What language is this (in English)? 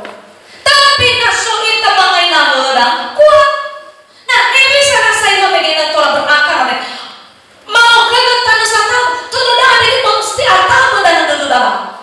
Nias